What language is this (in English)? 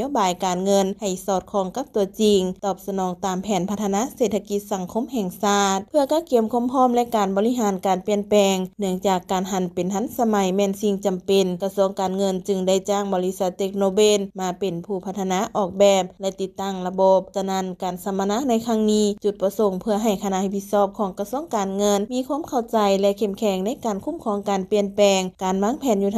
Lao